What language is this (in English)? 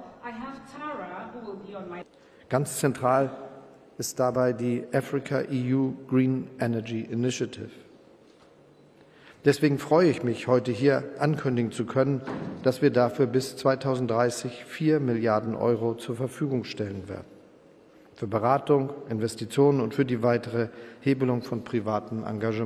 German